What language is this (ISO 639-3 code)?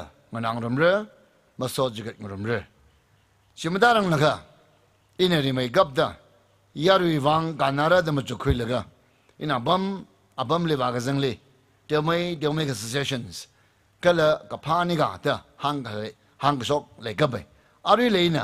nmf